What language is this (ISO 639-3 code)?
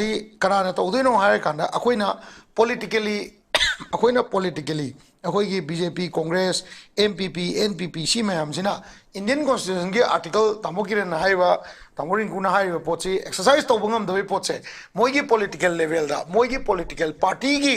mni